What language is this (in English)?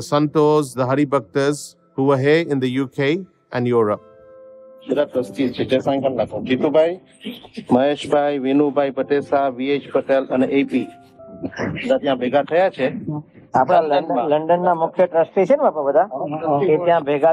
Gujarati